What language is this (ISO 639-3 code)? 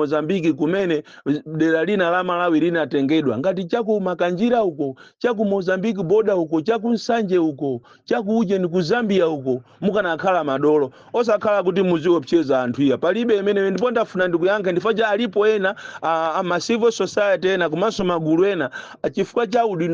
nya